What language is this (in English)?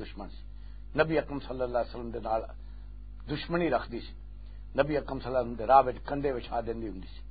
Western Panjabi